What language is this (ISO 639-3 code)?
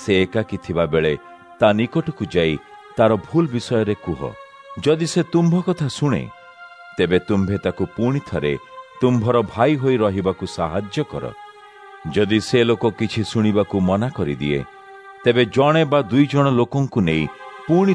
ori